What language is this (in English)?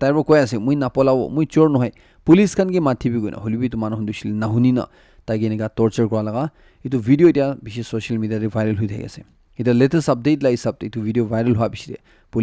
Naga Pidgin